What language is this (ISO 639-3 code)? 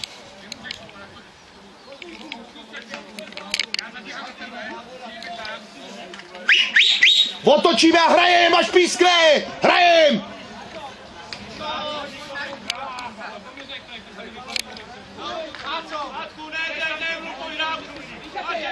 ces